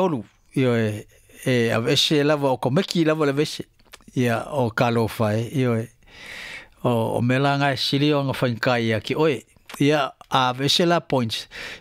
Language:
Samoan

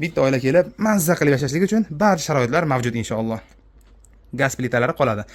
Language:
Uzbek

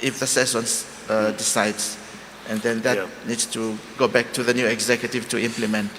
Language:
Tongan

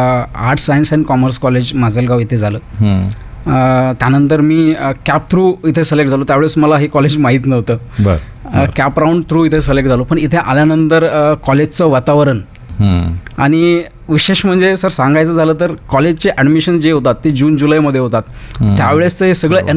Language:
Marathi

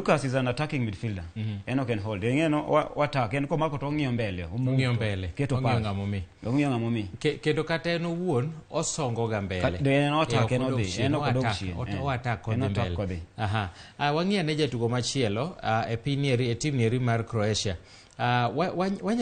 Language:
Luo (Kenya and Tanzania)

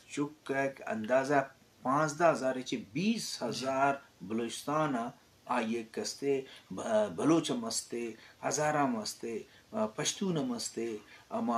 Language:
Eastern Balochi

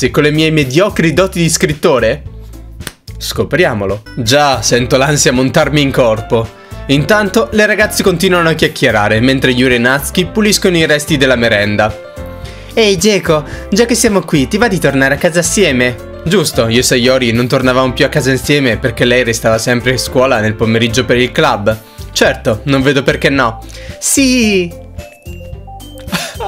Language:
Italian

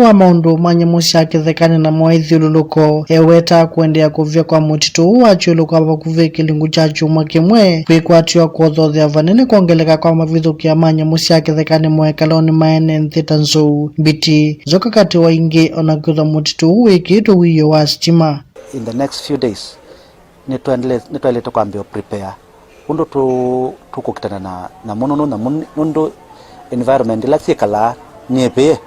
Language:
Kamba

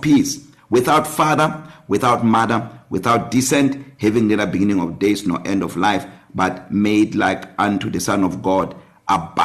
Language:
English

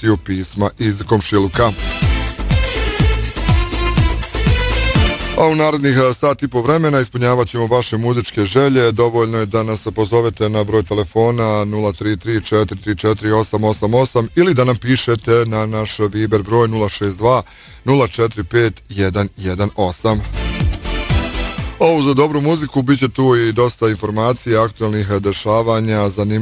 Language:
Bosnian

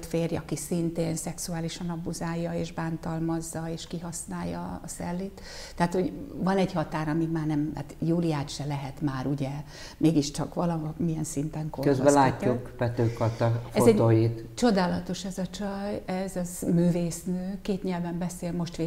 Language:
Hungarian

